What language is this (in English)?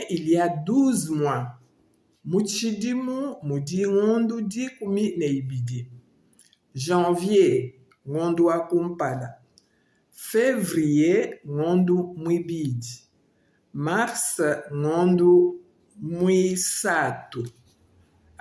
Luba-Lulua